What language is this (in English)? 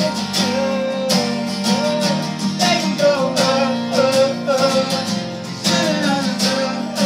English